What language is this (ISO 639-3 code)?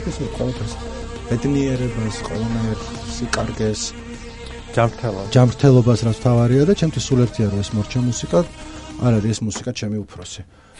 kat